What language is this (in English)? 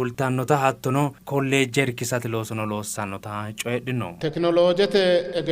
Sidamo